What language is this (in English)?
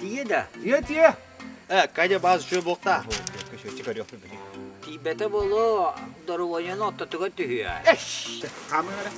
Yakut